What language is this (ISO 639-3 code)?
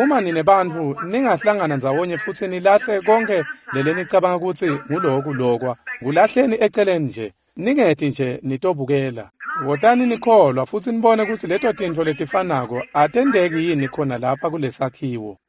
ssw